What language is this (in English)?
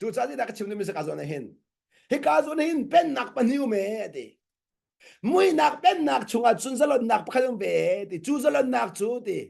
Hakha Chin